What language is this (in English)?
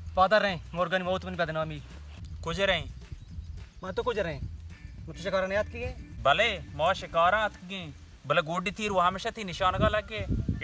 Baluchi